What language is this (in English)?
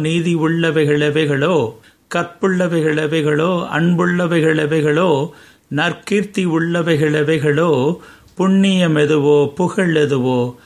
Tamil